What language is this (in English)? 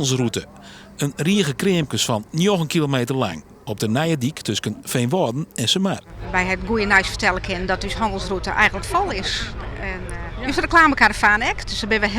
Western Frisian